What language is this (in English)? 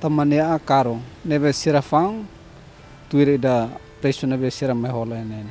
Tetum